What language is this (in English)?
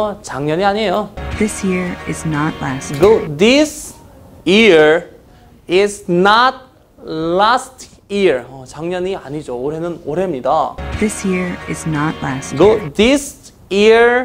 Korean